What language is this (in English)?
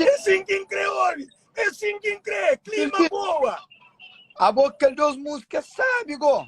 Kabuverdianu